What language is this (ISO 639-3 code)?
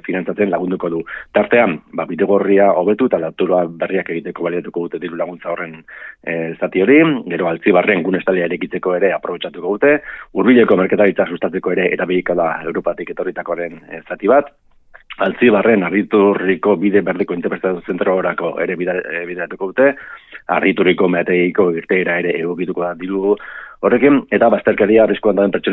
eus